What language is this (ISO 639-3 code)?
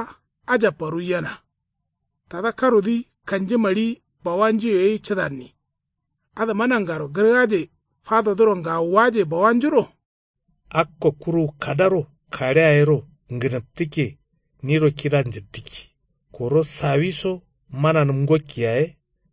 kau